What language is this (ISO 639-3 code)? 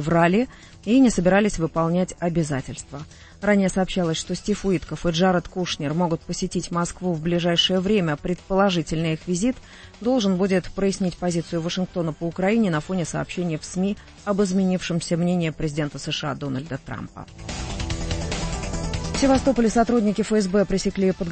rus